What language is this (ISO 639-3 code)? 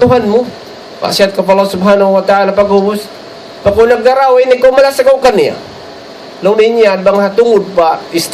tsg